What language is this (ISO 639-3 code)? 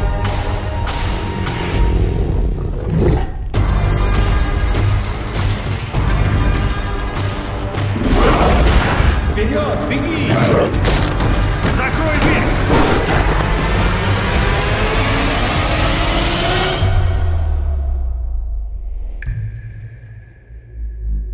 rus